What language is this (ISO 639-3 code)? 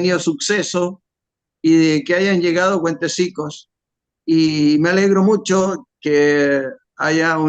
lad